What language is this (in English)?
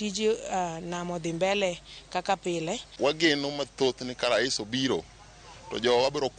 Luo (Kenya and Tanzania)